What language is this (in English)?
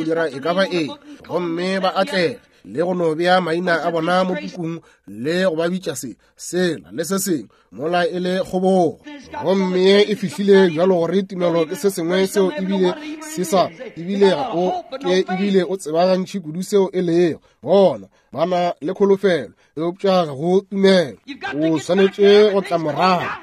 Northern Sotho